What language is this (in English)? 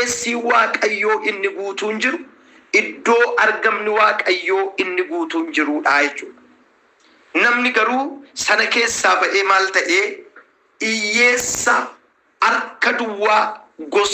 Oromo